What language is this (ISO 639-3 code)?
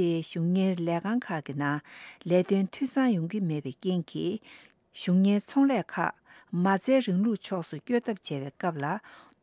bod